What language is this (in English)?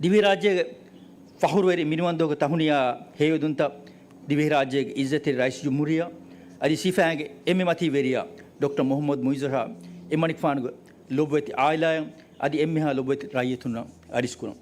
Divehi